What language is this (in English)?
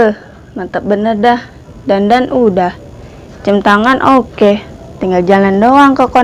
Betawi